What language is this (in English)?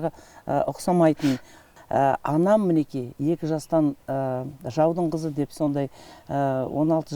Kazakh